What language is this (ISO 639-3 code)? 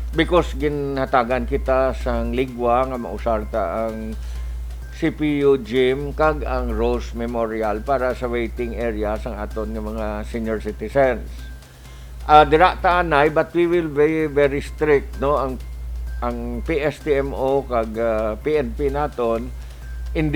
hil